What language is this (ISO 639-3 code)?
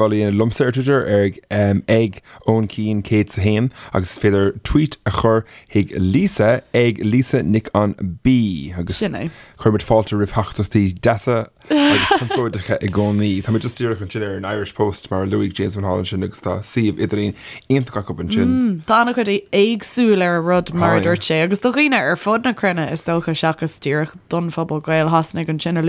gle